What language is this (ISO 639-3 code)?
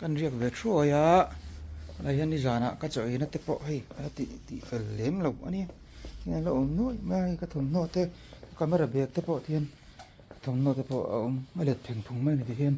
lus